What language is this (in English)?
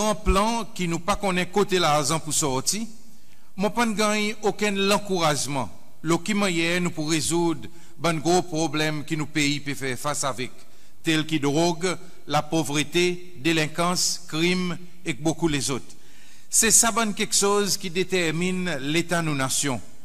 Seselwa Creole French